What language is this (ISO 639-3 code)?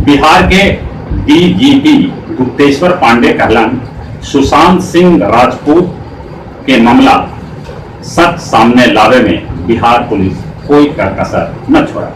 mag